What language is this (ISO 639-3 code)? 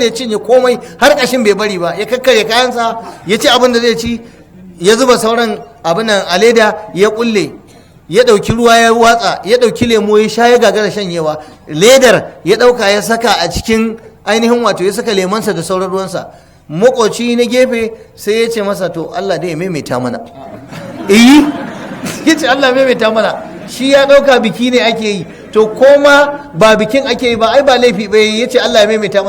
hau